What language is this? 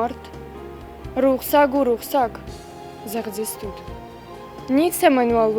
Ossetic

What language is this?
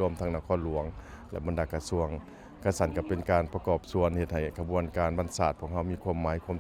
Lao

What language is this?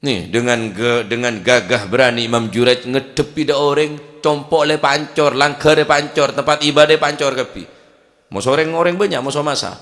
Madurese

